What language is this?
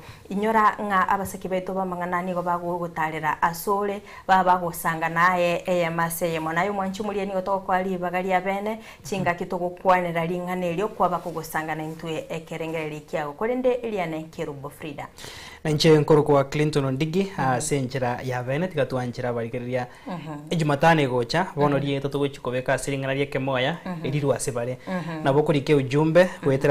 Gusii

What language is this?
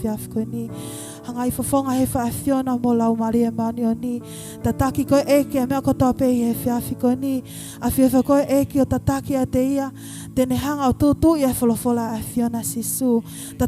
Tongan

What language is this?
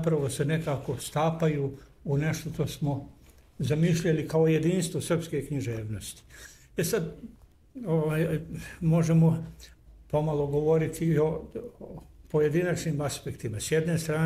Serbian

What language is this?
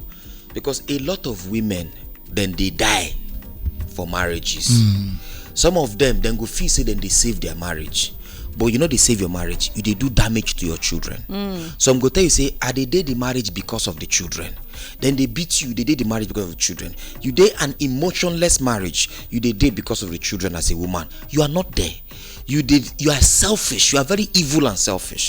Nigerian Pidgin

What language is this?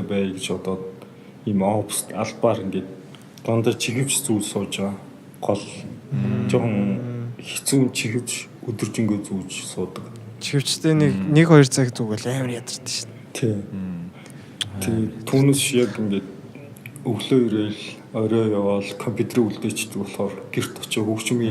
Mongolian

